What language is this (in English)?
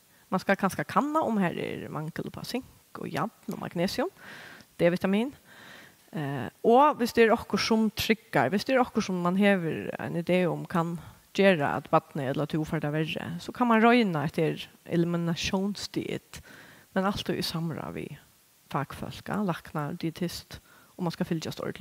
Faroese